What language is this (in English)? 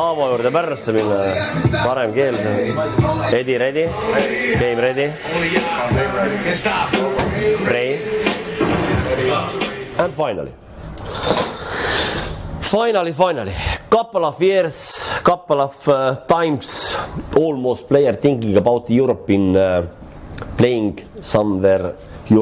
Estonian